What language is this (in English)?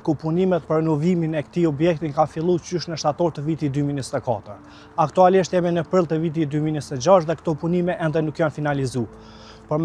Albanian